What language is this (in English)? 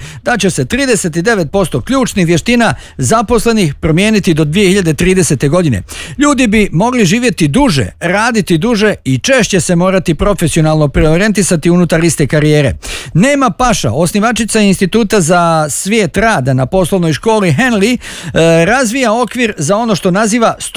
Bosnian